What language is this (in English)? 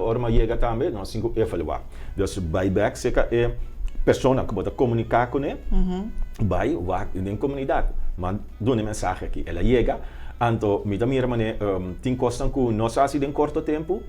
Papiamento